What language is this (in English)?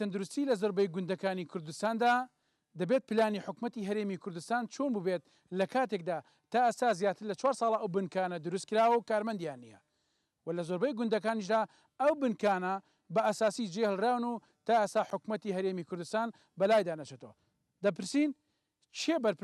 Central Kurdish